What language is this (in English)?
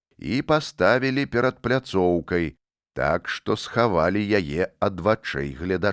Belarusian